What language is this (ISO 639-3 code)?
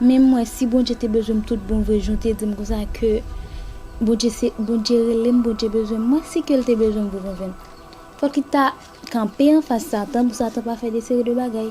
hat